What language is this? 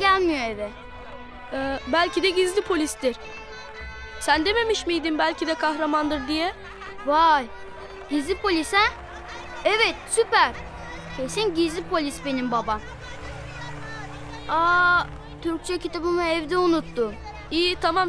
Turkish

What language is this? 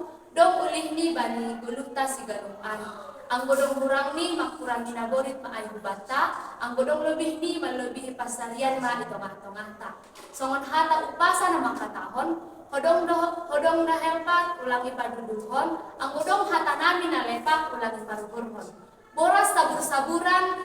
Batak Simalungun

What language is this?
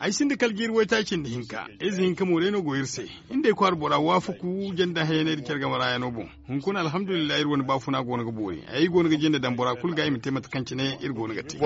Zarma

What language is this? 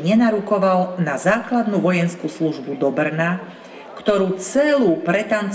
Slovak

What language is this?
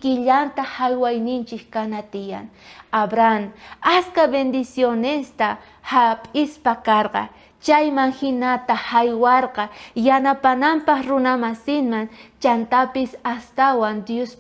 South Bolivian Quechua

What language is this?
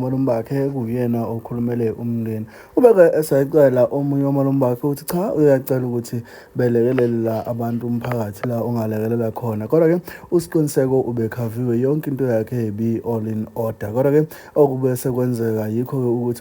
Zulu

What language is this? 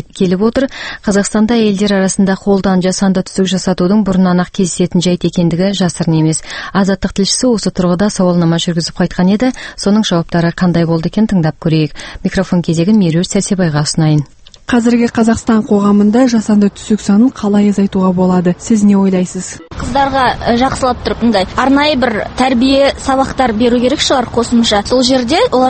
Kazakh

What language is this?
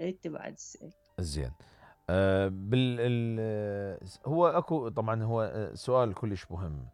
Mesopotamian Arabic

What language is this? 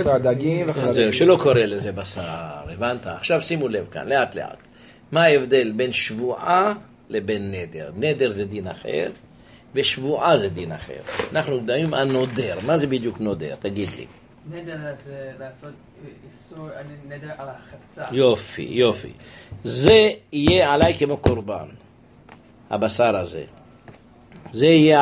Hebrew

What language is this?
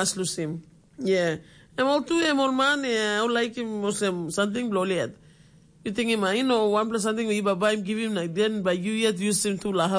Tok Pisin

